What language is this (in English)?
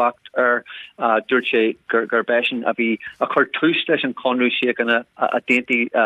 Irish